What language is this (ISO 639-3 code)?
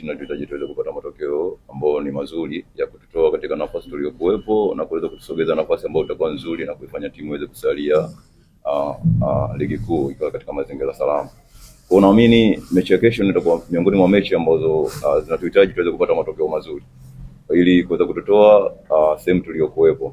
swa